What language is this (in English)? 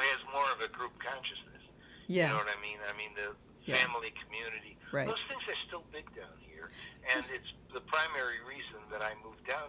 English